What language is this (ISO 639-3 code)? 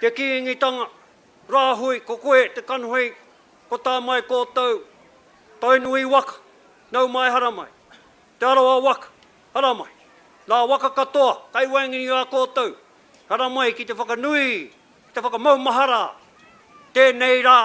mri